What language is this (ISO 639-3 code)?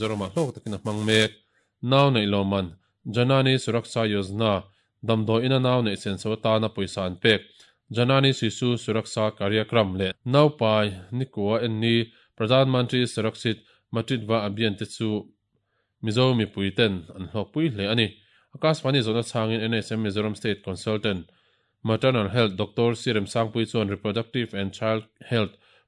lus